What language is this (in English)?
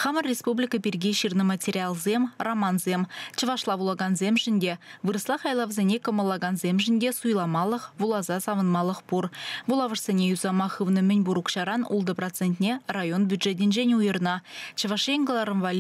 Chuvash